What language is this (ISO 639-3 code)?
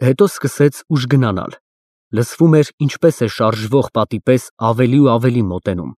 hye